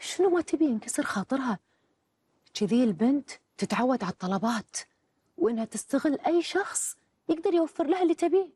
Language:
Gulf Arabic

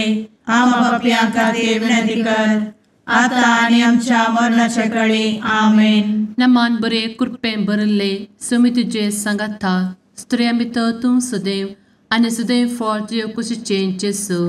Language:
Konkani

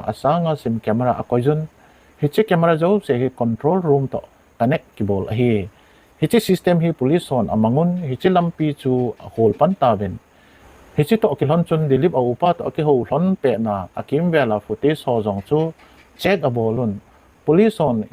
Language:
Thado Chin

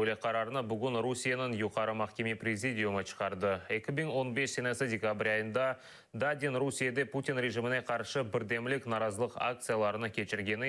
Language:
Crimean Tatar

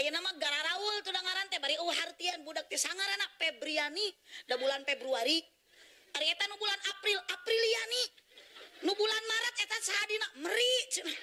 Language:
Sundanese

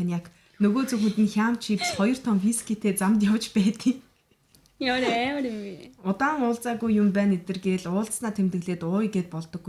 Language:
Mongolian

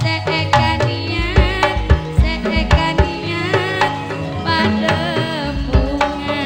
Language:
Madurese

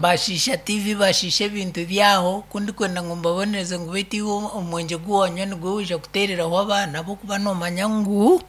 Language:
Nyankole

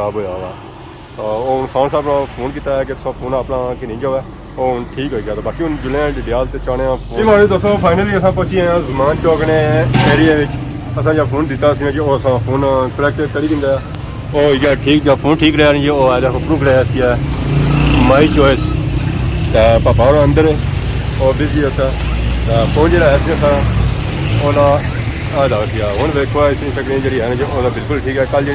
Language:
Pahari-Potwari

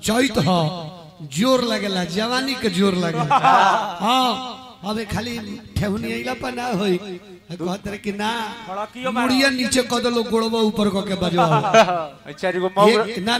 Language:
Bhojpuri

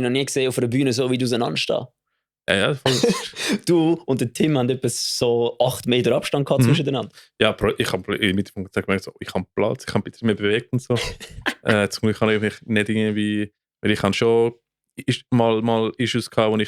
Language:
Swiss German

